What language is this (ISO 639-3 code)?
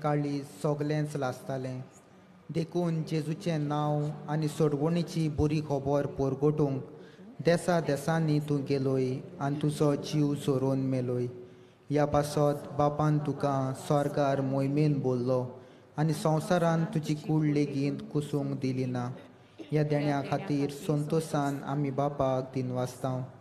kok